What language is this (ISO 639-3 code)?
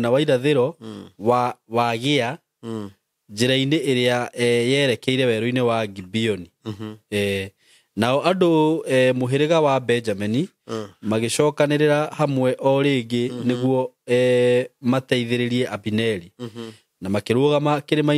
kik